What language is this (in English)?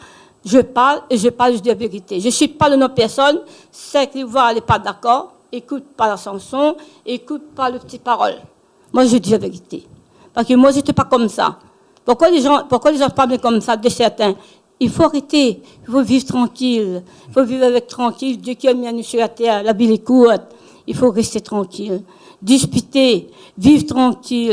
Réunion Creole French